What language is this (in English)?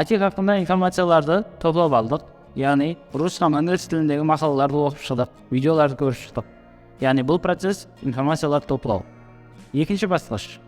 Kara-Kalpak